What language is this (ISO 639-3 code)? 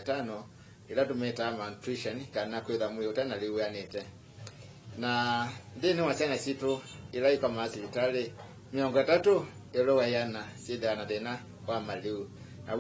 kam